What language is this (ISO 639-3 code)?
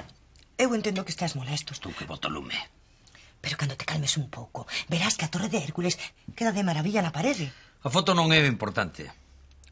glg